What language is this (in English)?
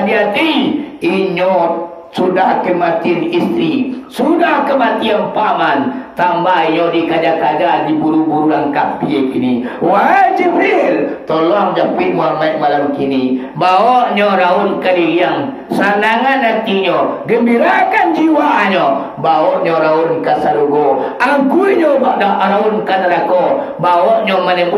Minangkabau